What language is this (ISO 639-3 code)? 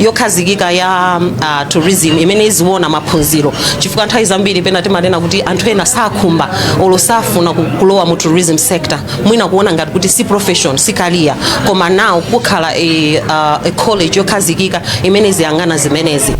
nya